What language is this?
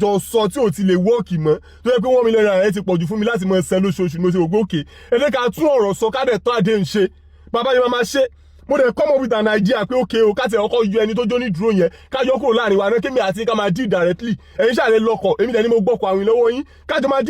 Yoruba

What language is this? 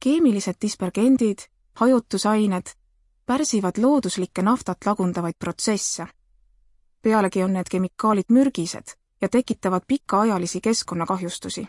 Estonian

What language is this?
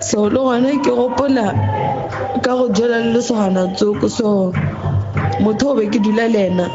Northern Sotho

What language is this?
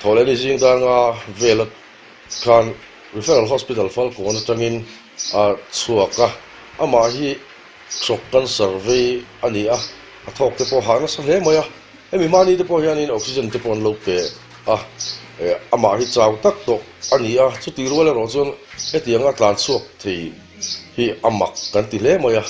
Mizo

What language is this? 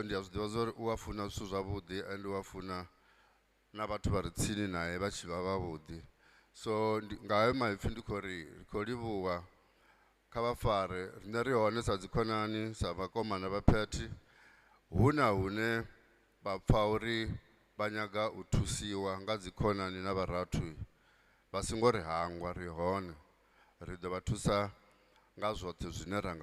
Venda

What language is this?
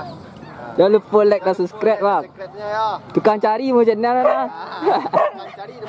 Minangkabau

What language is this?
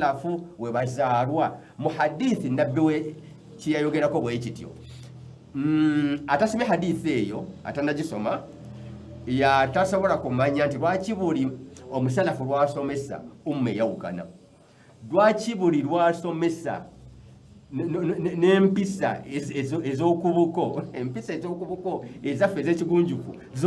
Ganda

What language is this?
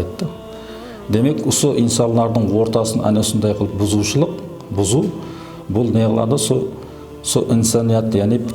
Kara-Kalpak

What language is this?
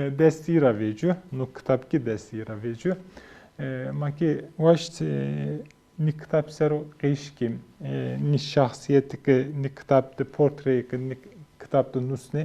Zaza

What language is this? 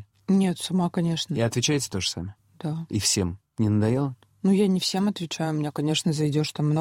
Russian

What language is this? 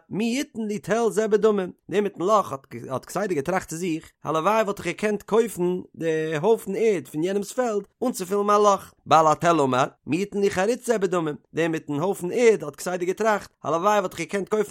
Yiddish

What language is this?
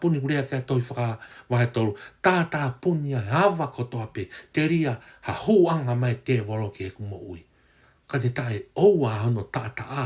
Tongan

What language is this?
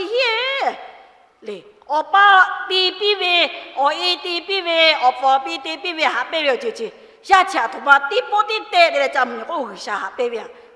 Lahu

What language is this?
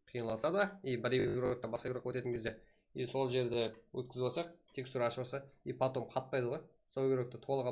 Kara-Kalpak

